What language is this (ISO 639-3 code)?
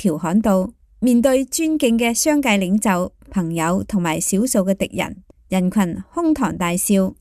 yue